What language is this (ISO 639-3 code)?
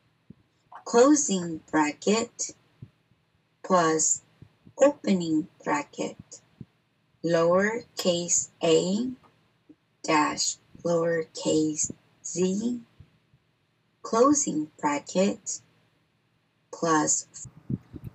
eng